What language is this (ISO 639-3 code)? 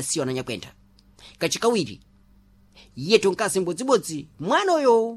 seh